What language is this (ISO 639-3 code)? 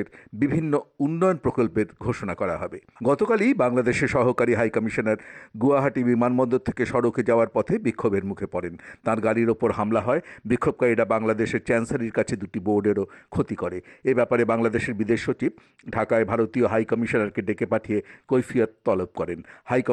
ben